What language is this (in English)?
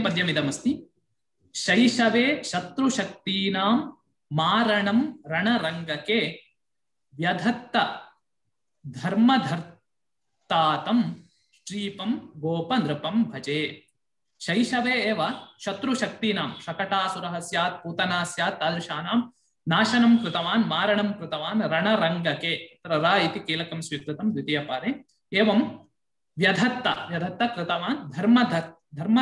Sanskrit